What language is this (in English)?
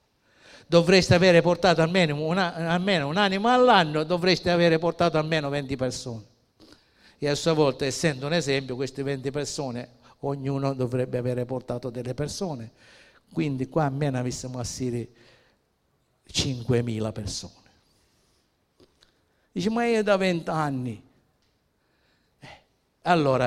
Italian